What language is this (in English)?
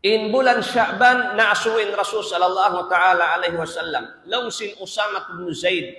Tausug